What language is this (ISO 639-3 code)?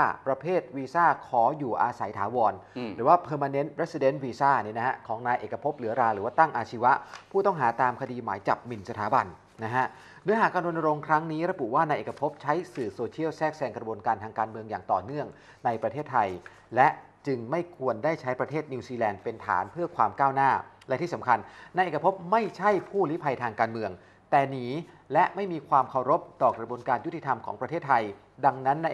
tha